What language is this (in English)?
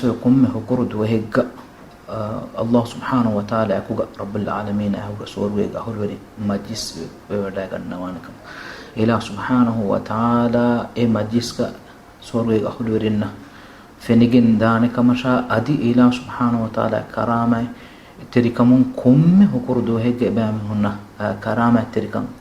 Divehi